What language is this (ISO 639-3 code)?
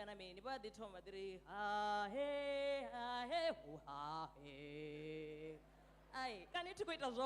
ven